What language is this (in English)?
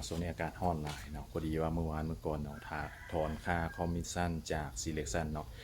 Lao